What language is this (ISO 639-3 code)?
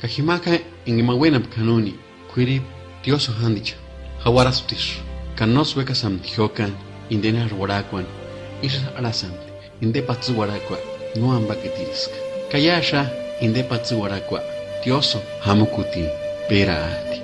tsz